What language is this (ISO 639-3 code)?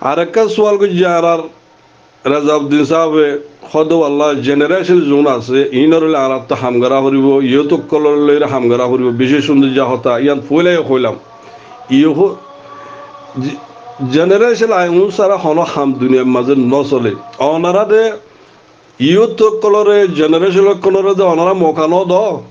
rhg